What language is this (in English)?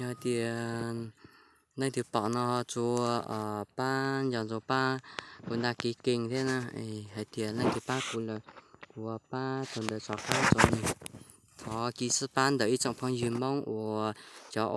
Hmong